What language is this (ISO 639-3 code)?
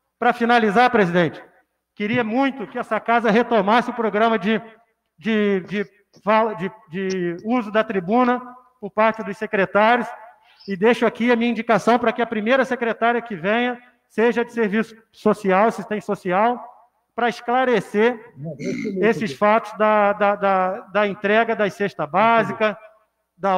por